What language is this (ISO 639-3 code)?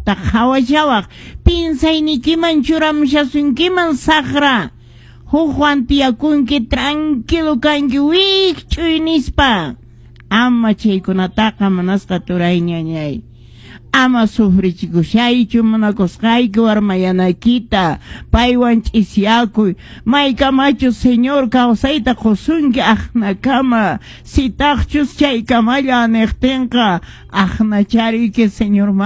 que